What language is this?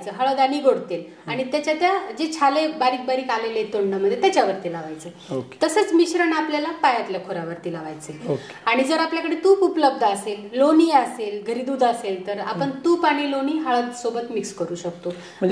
Marathi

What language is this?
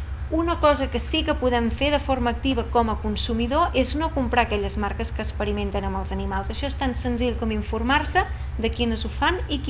Catalan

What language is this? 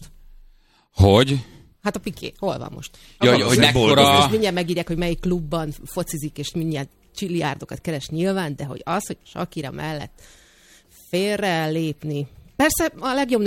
Hungarian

